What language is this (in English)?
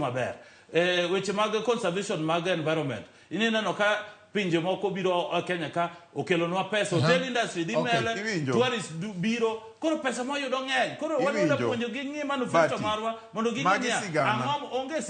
Luo (Kenya and Tanzania)